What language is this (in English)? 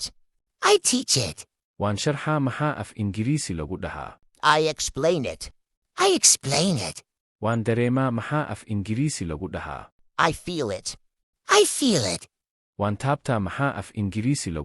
Somali